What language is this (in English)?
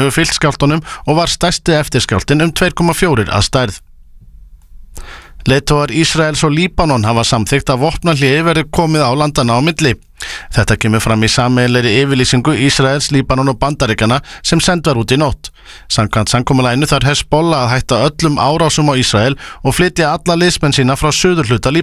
Icelandic